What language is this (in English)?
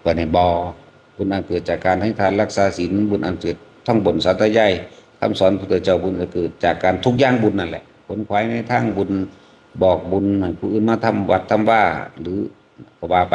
Northeastern Thai